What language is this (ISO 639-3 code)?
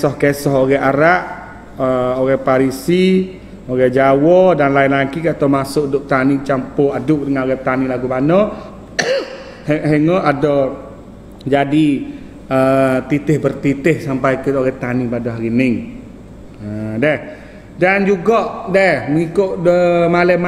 msa